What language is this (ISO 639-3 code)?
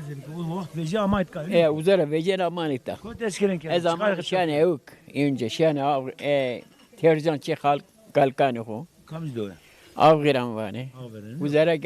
zza